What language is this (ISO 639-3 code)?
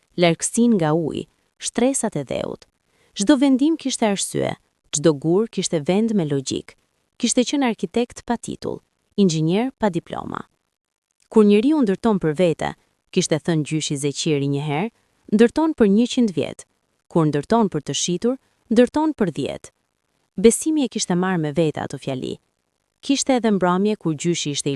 sqi